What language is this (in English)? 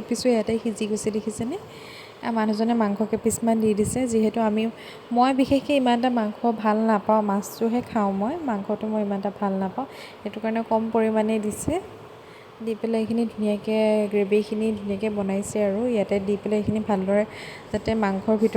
Assamese